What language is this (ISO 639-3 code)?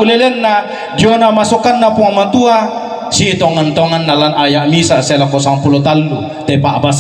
sda